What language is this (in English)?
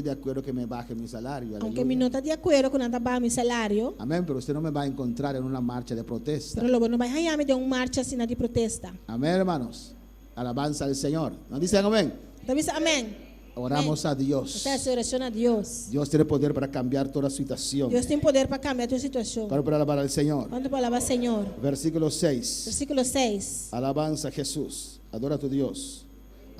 Papiamento